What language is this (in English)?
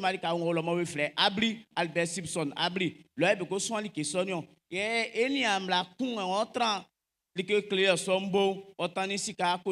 Baoulé